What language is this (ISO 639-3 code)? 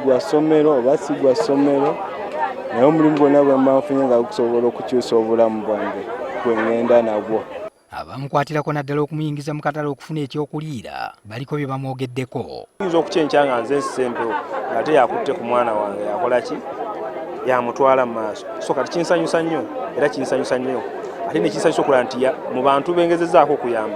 lug